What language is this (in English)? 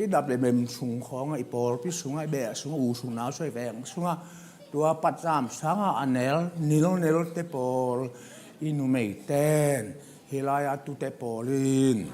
Tedim Chin